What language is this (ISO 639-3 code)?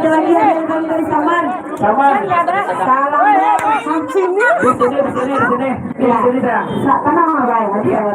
bjn